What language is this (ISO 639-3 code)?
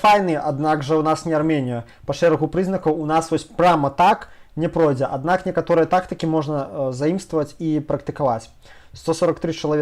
bel